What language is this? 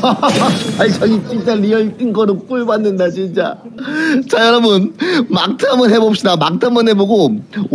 Korean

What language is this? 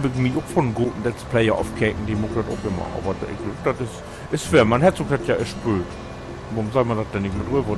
Low German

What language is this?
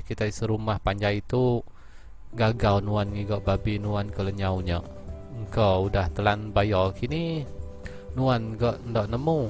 Iban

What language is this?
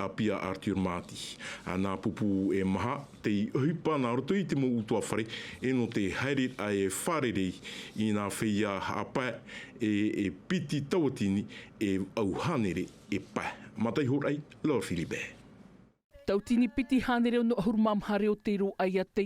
Tahitian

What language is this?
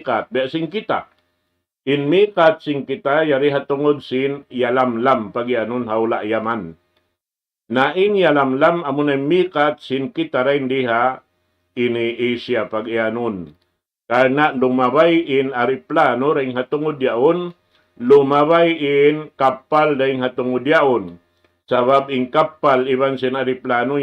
Tausug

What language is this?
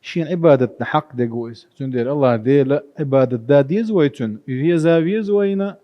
Chechen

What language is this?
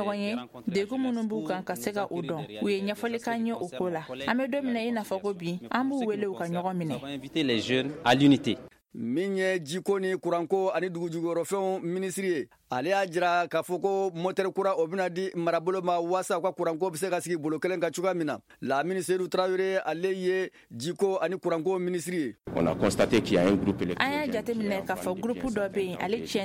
Bambara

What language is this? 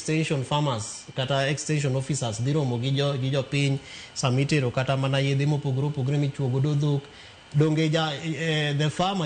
Luo (Kenya and Tanzania)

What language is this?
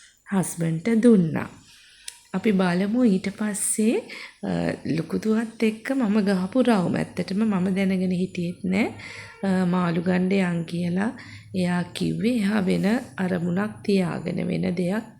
Sinhala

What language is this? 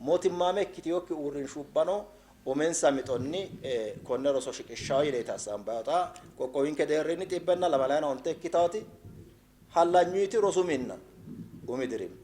Sidamo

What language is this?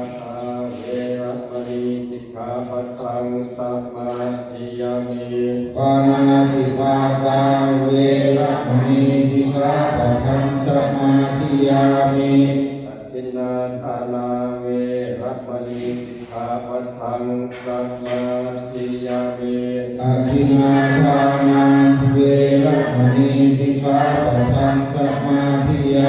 Pali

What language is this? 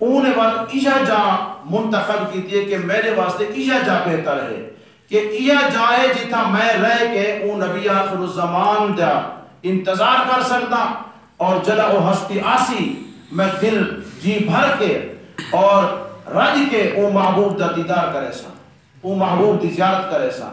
Saraiki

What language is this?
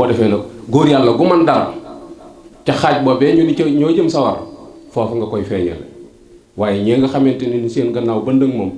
Wolof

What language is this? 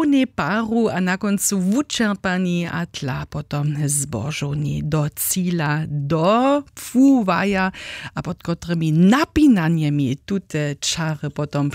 Upper Sorbian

